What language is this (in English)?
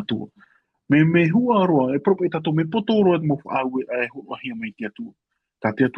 Tahitian